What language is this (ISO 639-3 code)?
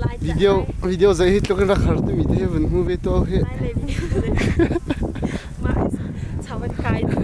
cnh